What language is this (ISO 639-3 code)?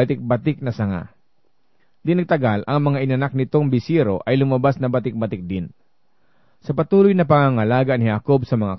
fil